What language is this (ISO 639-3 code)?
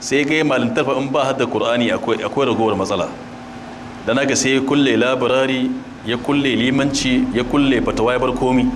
hau